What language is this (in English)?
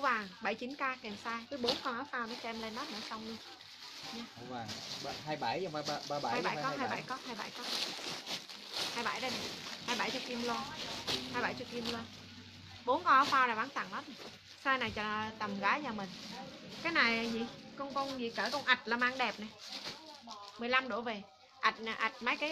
Vietnamese